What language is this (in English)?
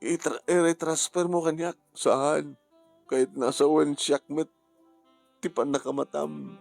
Iloko